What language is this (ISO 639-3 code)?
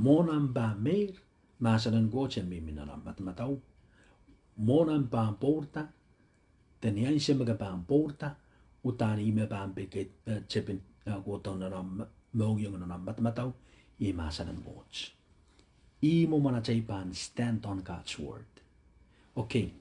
pon